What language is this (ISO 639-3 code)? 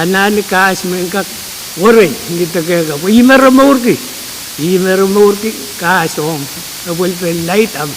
pon